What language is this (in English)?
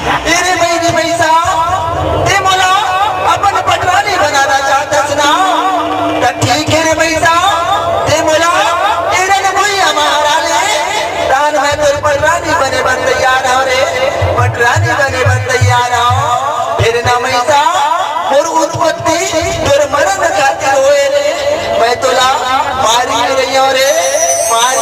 Chhattisgarhi